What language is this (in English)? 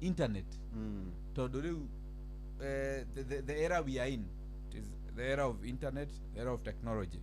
Kikuyu